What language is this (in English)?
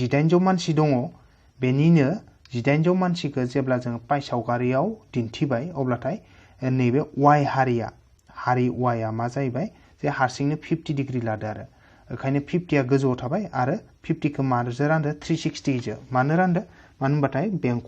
Bodo